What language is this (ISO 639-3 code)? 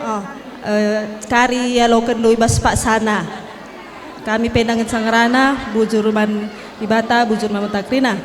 btx